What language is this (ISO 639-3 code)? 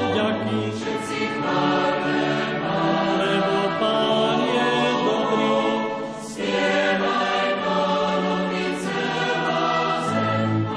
slk